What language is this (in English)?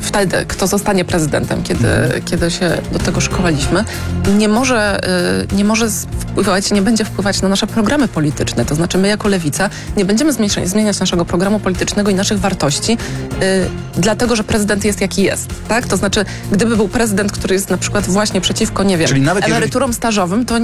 Polish